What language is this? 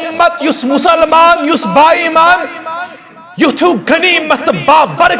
Kashmiri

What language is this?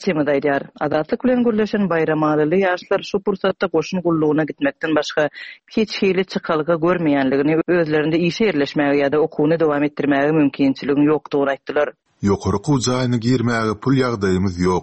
Turkmen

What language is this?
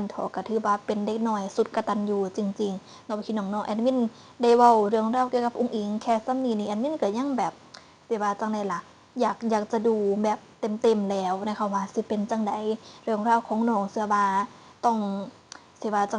Northeastern Thai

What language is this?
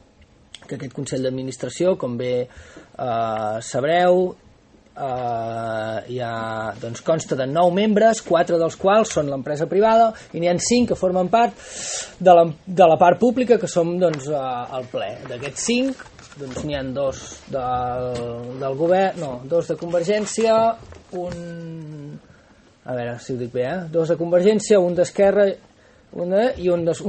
Catalan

